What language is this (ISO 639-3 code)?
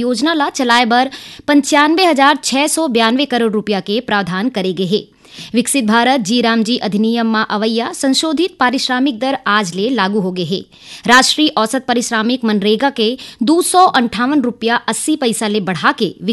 hne